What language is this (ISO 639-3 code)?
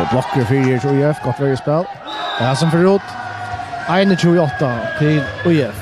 fao